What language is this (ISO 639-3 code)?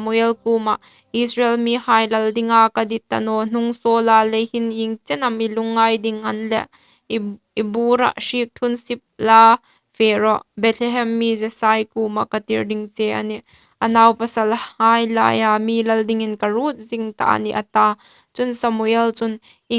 hmr